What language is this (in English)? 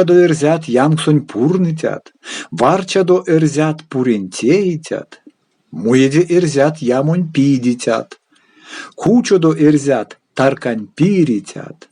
Erzya